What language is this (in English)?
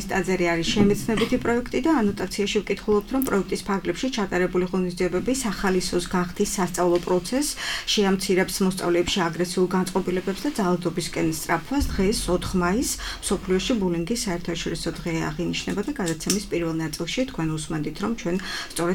Georgian